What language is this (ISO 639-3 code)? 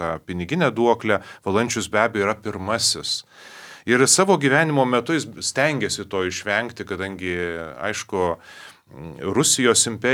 lit